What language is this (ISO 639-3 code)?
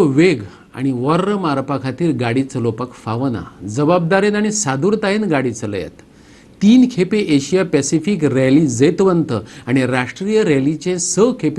kok